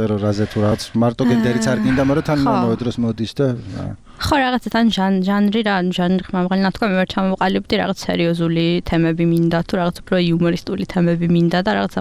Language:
Georgian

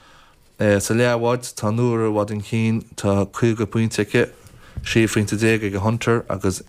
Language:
Irish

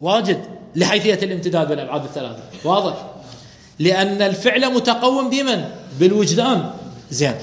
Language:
Mesopotamian Arabic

